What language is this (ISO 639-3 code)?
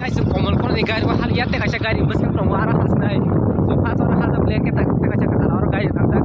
trp